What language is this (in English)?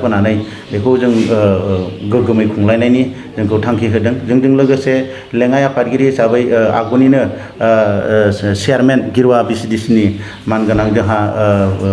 Bodo